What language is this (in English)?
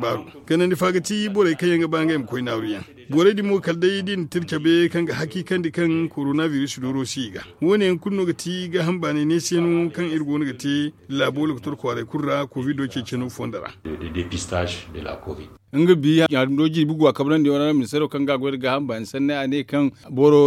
Zarma